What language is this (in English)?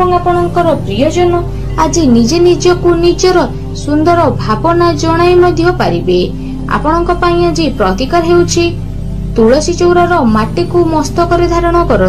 Odia